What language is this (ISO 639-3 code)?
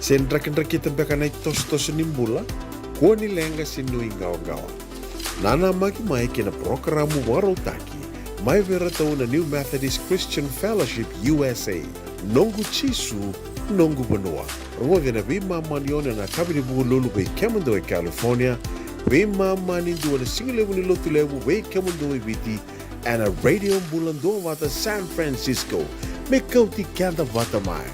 fij